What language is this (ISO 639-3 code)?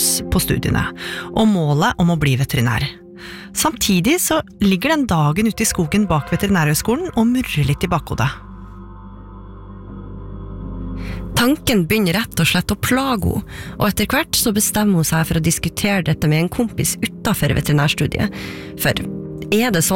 nor